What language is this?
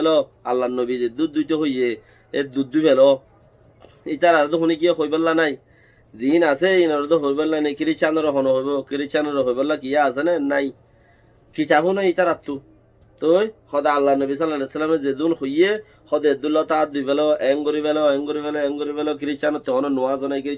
Rohingya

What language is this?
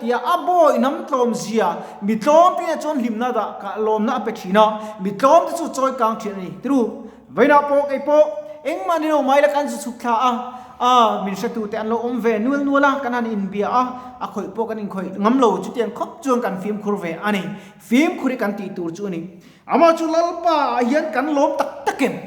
Mizo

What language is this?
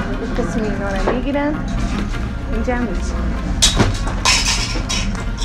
Persian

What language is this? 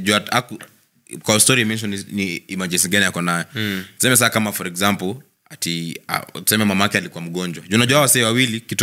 Swahili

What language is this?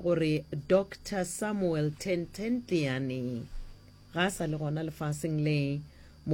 Northern Sotho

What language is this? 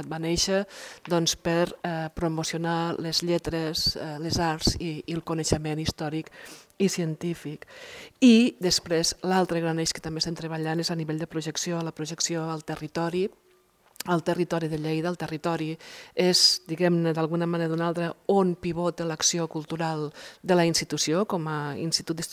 Catalan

